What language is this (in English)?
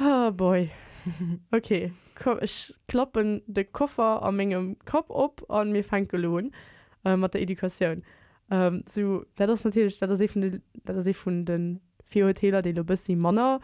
Luxembourgish